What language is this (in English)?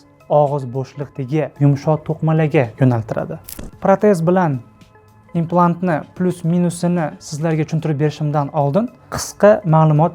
Uzbek